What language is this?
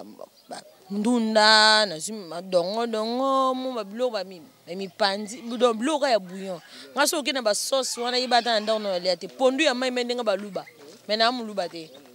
Lingala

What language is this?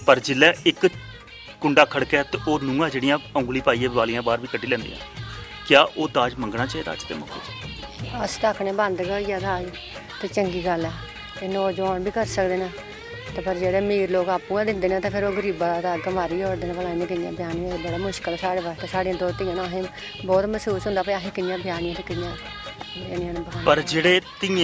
Dogri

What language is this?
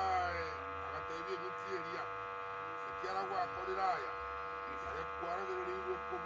Gusii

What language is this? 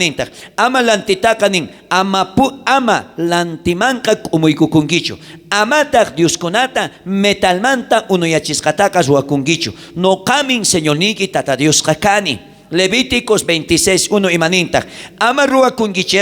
South Bolivian Quechua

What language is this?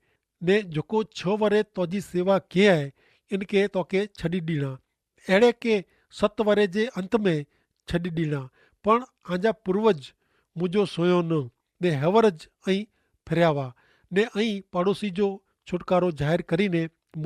Kachhi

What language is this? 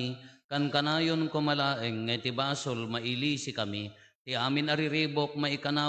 Iloko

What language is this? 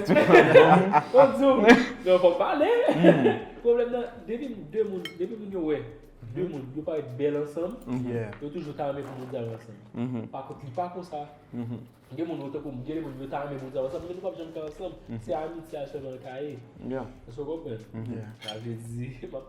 Haitian Creole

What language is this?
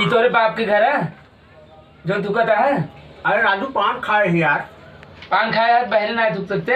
Awadhi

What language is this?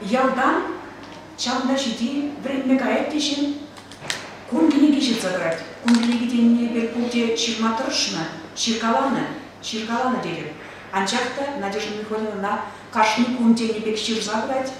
Chuvash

